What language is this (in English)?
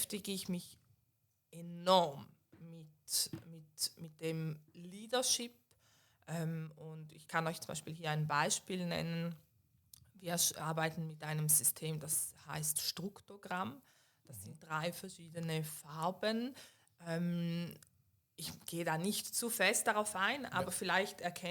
Swiss German